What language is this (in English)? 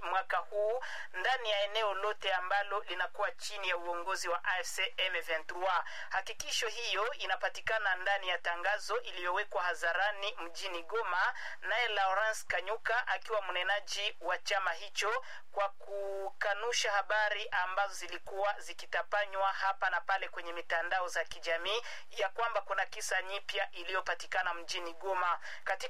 Swahili